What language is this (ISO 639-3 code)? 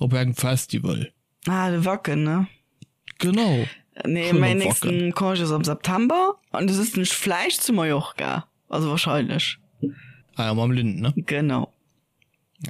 ltz